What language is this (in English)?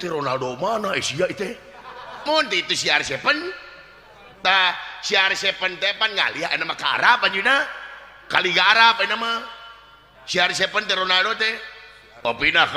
Sundanese